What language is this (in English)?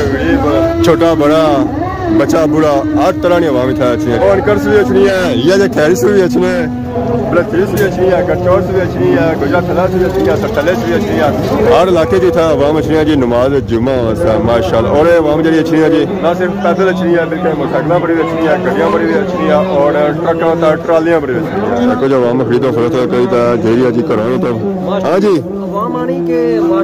Pahari-Potwari